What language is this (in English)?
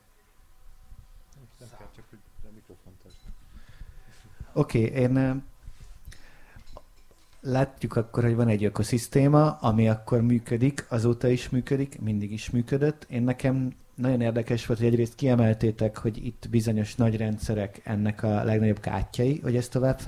Hungarian